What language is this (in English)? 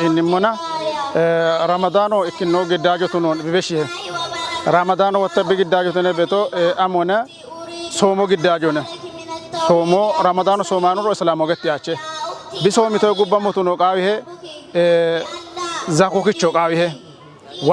Kafa